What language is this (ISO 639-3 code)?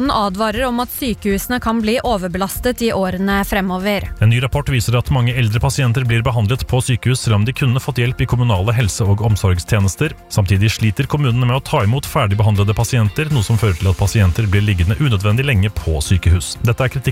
nor